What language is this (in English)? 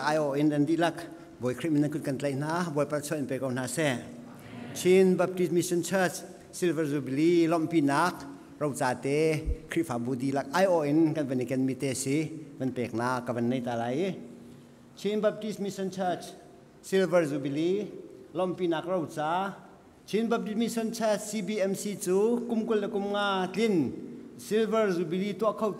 Hakha Chin